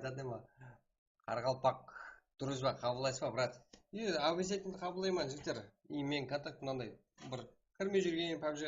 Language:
Kara-Kalpak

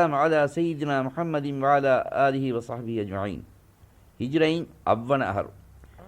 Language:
Divehi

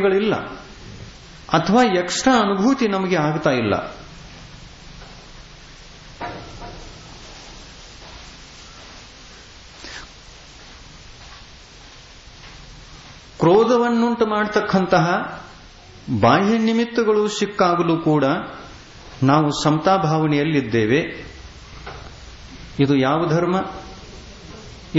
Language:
Kannada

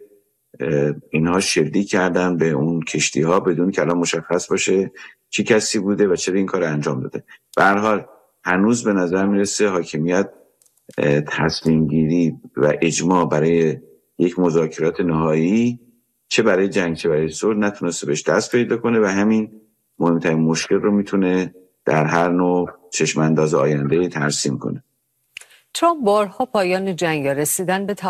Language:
Persian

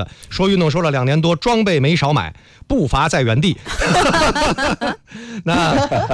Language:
Chinese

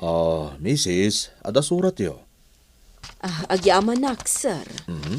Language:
Iloko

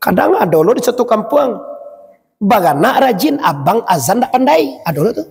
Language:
Minangkabau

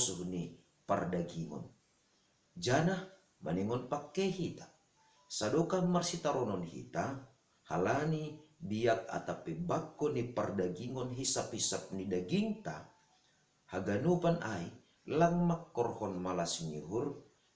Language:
Batak Simalungun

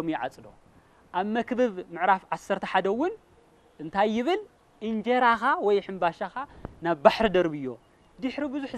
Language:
Tigrinya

